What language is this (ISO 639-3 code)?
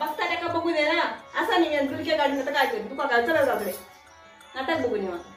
kok